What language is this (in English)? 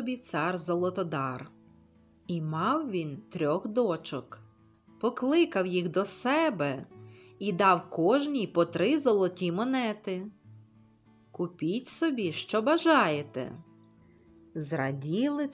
Ukrainian